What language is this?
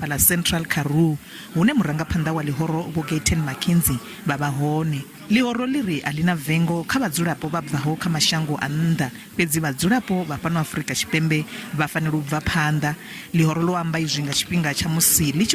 Venda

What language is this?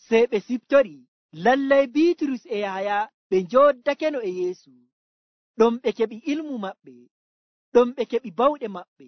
Nigerian Fulfulde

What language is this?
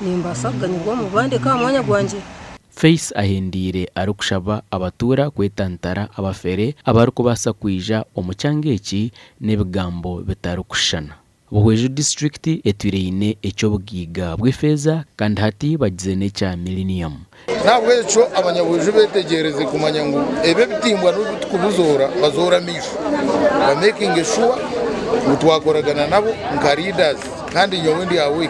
Nyankole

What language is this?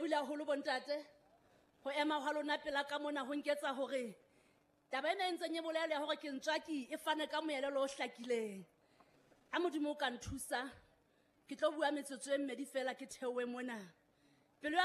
Southern Sotho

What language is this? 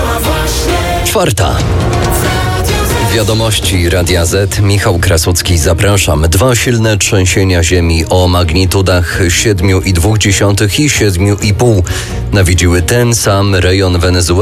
Polish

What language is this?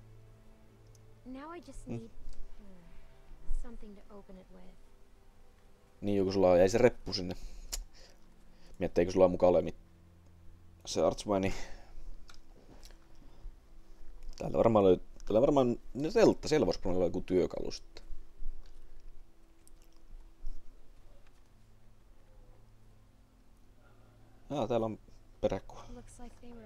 Finnish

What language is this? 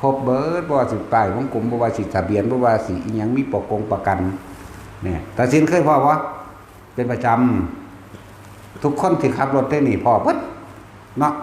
Northeastern Thai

